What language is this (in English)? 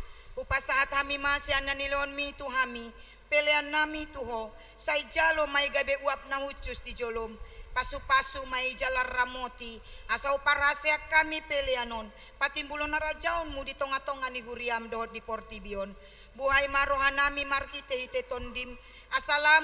Batak Toba